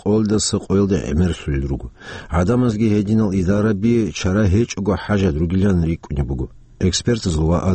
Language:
Avaric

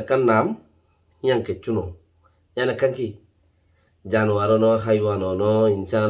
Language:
Rohingya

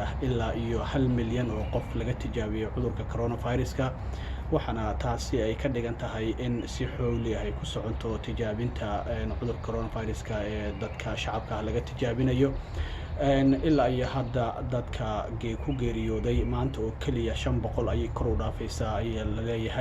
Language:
Somali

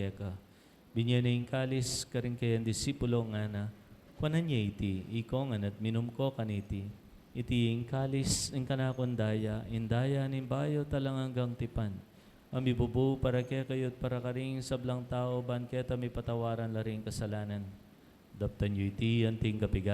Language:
Pampanga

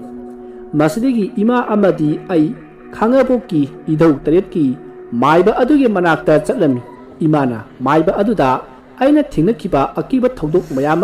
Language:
Manipuri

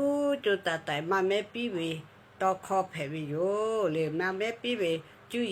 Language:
Lahu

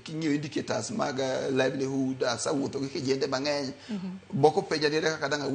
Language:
Luo (Kenya and Tanzania)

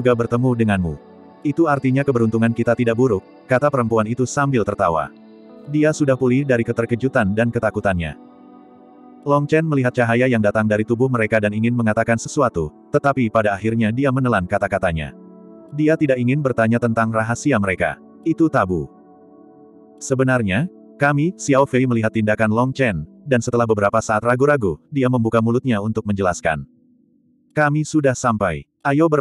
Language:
Indonesian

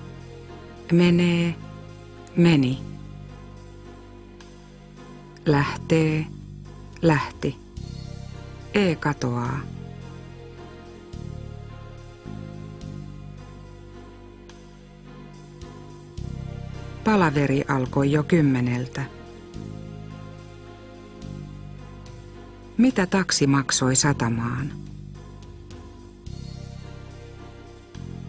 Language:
Finnish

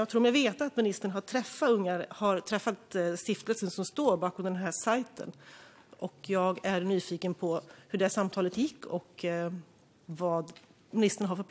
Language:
Swedish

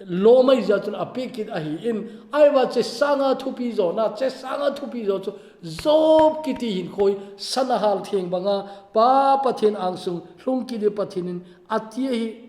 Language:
Thado Chin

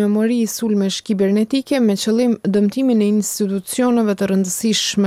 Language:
Albanian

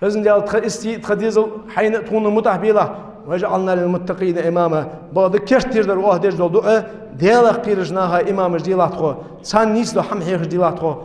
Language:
Ingush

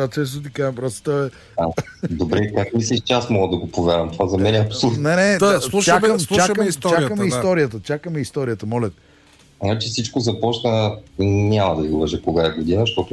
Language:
Bulgarian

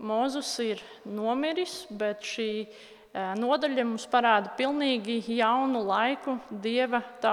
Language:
Latvian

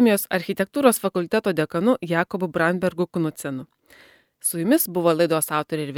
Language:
Lithuanian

